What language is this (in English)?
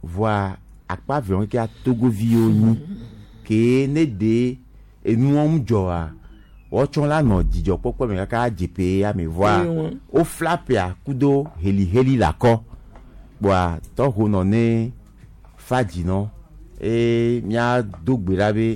Gen